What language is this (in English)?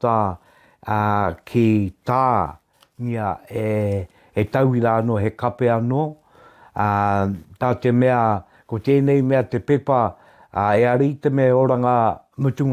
Māori